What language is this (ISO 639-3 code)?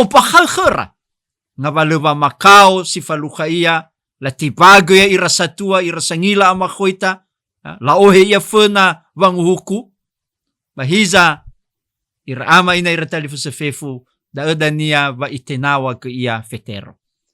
nia